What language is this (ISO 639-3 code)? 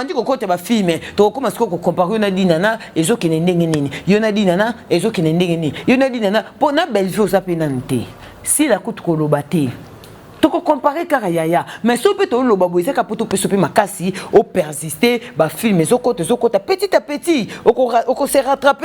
lin